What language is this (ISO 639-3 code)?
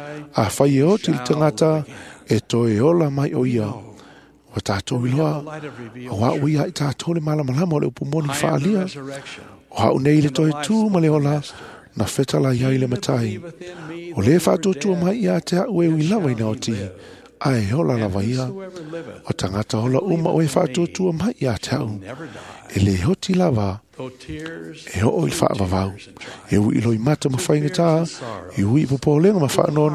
smo